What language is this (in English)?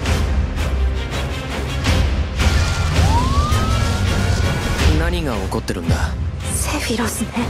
Japanese